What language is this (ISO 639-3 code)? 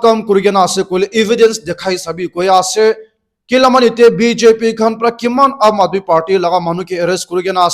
nag